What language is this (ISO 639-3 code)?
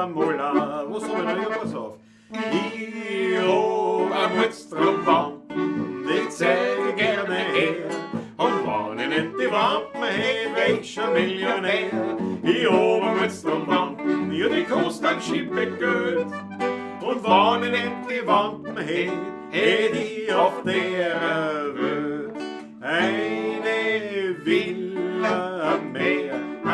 bar